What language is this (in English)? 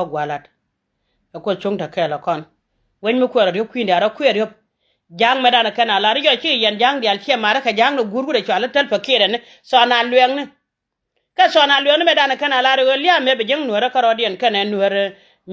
Nuer